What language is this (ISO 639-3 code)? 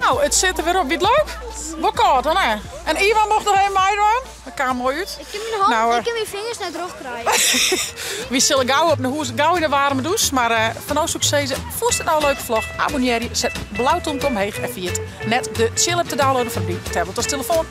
fry